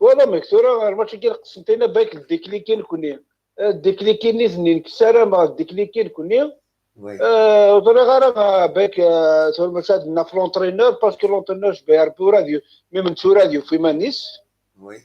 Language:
Kabyle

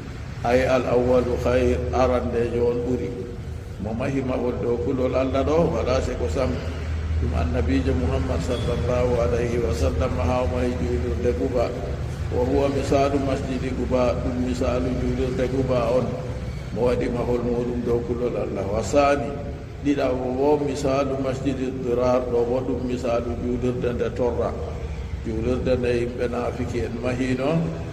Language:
Fula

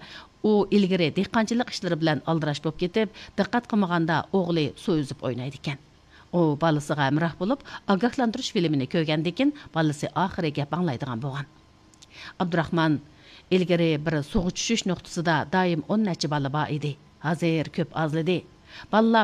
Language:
Uyghur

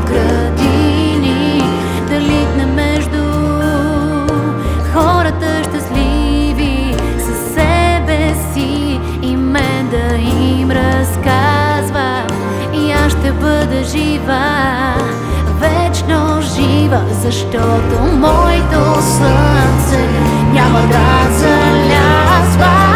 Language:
Bulgarian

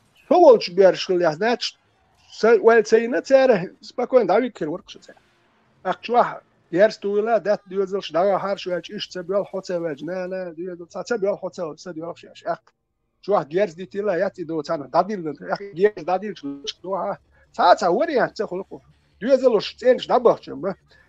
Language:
Chechen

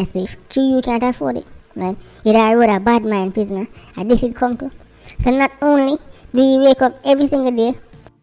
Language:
Jamaican Creole English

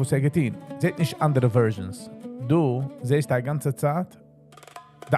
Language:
Yiddish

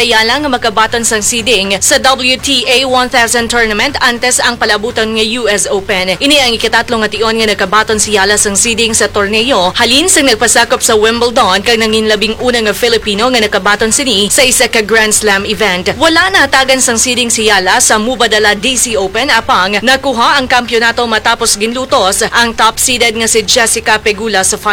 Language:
Hiligaynon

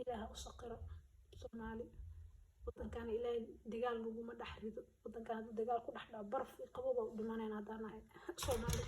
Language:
Somali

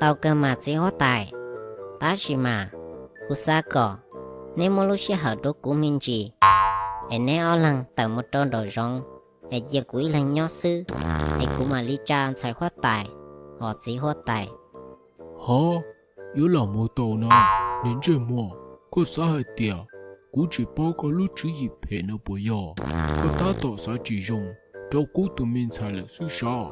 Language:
Hmong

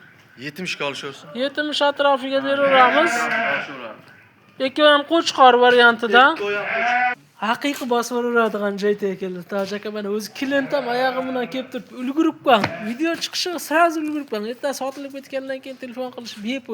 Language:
Uzbek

